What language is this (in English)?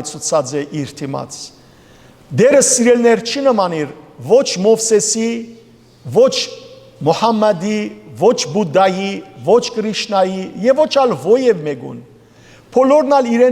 Western Armenian